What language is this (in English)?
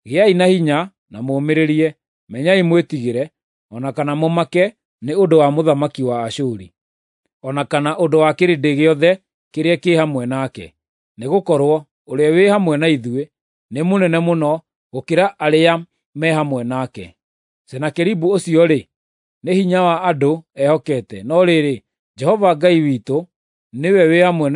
Kikuyu